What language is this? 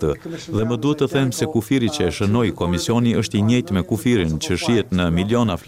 Albanian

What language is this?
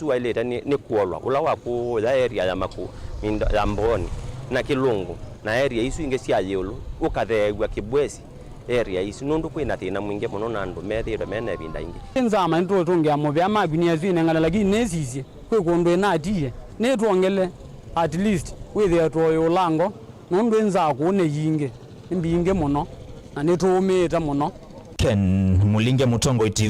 Kamba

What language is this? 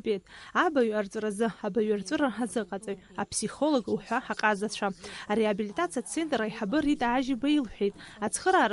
Abkhazian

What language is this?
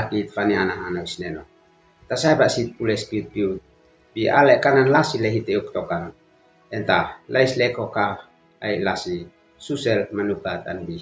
Uab Meto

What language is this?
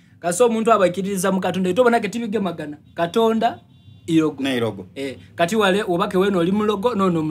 Soga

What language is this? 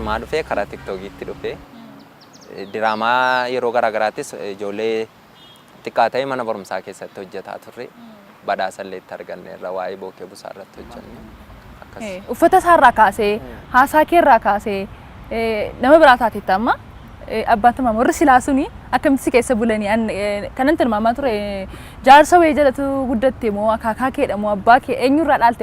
Oromo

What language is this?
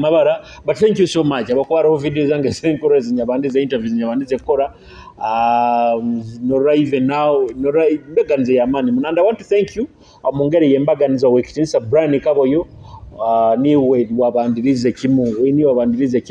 Nyoro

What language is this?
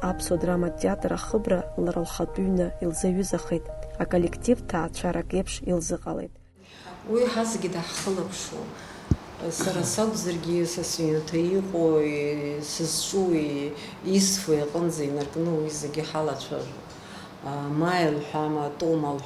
Abkhazian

